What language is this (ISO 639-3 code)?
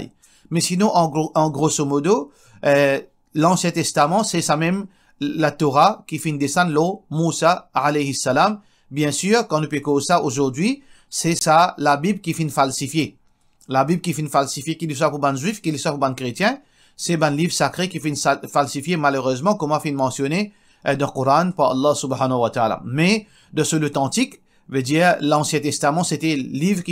mfe